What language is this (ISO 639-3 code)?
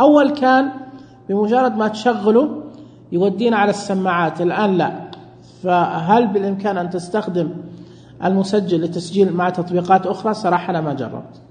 ars